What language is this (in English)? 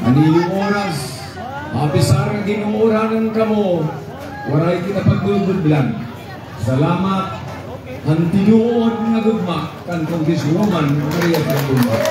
Waray